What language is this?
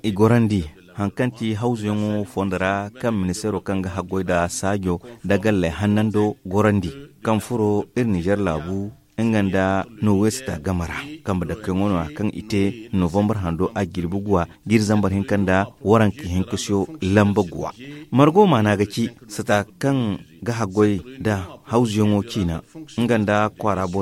Zarma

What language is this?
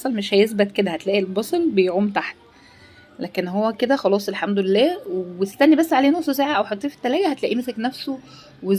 Egyptian Arabic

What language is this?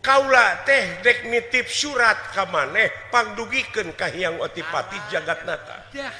Sundanese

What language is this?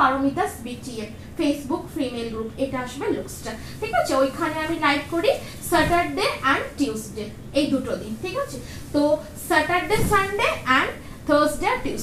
Bangla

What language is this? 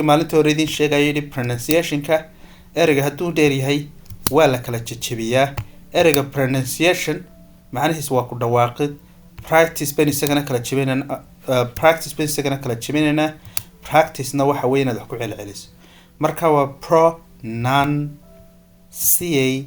Somali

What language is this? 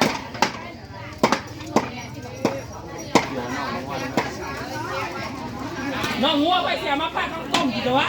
Northeastern Thai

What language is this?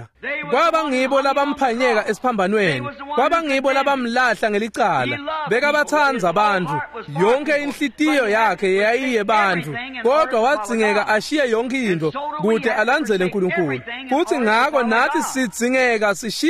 Swati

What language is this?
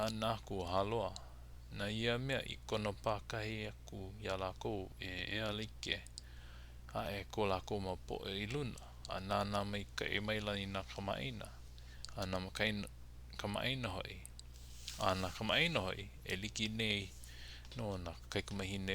Hawaiian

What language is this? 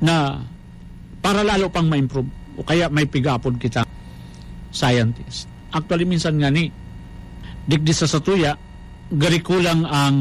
Bikol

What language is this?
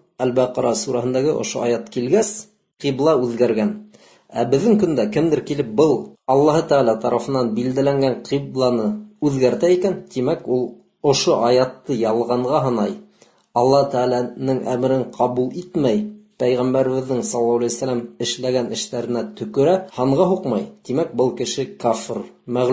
Bashkir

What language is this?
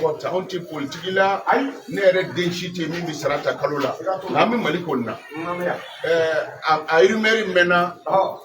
Bambara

